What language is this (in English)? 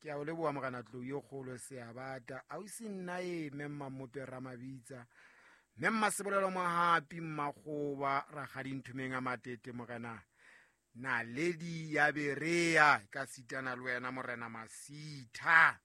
Southern Sotho